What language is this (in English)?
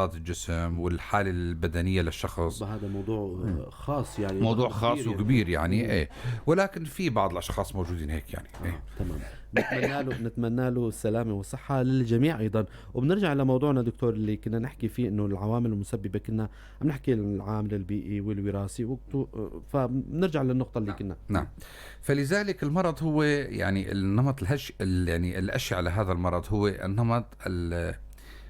North Levantine Arabic